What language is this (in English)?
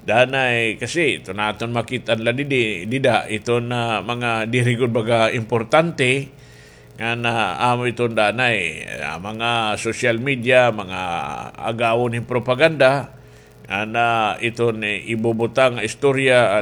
Waray